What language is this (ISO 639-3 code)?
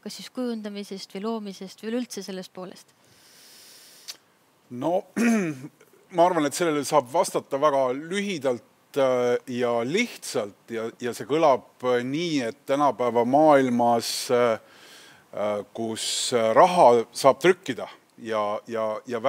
est